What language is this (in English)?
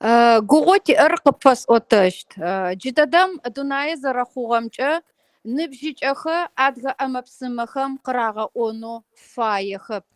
Kabardian